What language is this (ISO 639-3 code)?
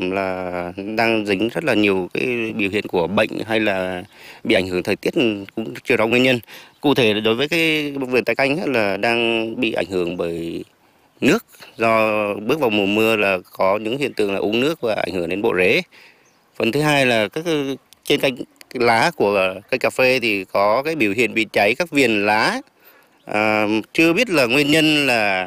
vie